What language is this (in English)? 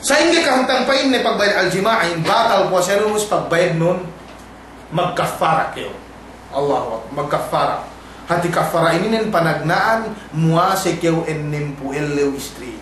Yakan